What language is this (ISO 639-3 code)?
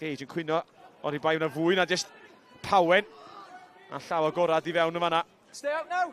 cym